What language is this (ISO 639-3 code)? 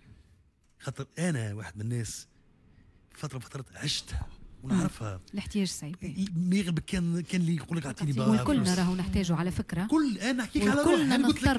aeb